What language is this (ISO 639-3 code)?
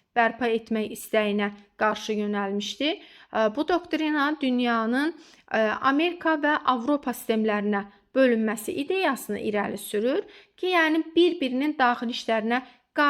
aze